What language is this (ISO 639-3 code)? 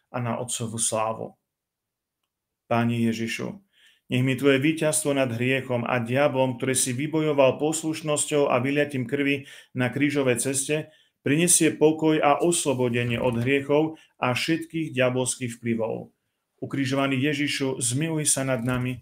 slk